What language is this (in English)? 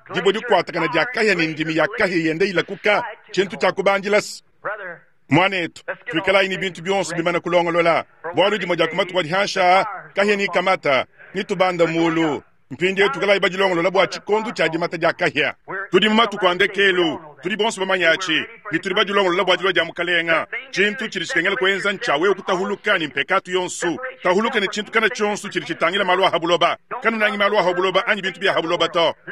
Luba-Lulua